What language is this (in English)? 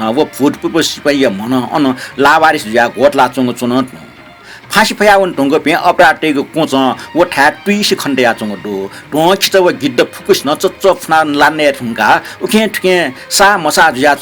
Newari